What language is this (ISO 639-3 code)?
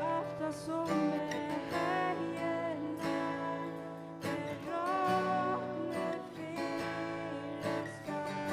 fao